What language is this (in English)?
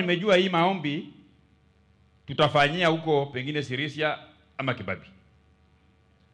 Swahili